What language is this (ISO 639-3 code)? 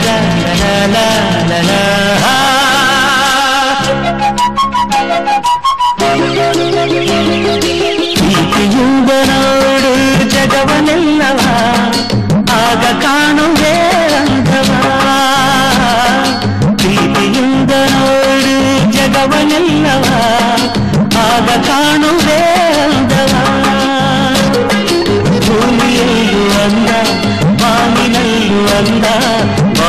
kan